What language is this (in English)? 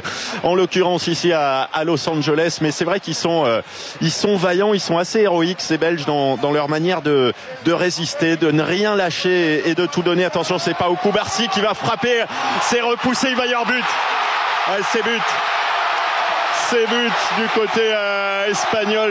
French